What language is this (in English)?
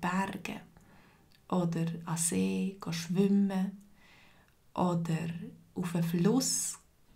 Swiss German